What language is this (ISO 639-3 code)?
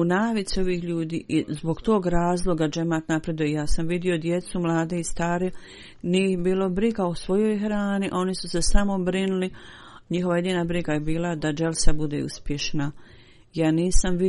bos